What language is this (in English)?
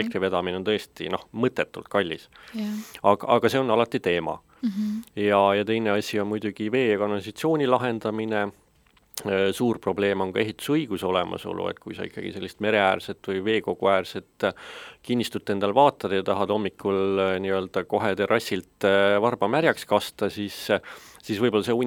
Estonian